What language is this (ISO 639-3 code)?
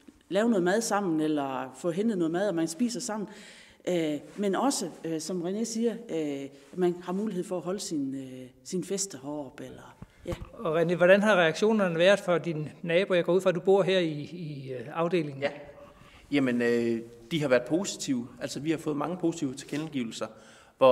dan